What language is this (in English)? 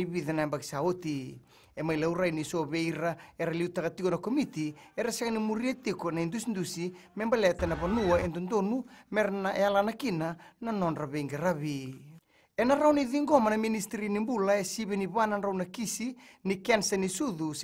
Fijian